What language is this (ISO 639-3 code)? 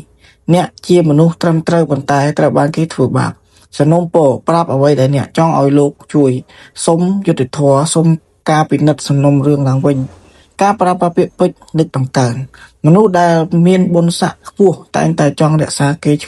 khm